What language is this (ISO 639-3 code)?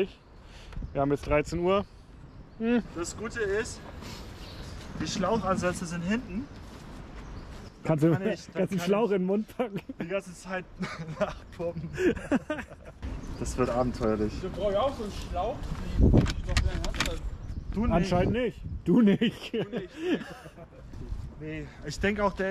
deu